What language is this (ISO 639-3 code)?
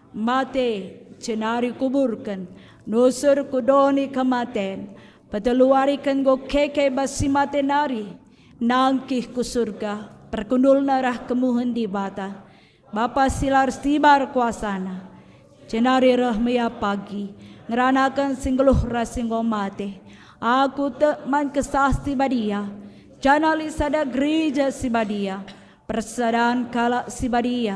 btx